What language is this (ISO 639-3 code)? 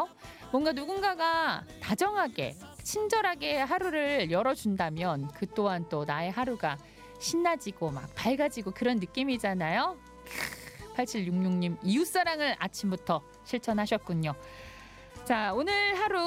kor